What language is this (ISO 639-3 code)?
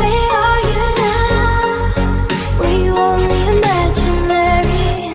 ace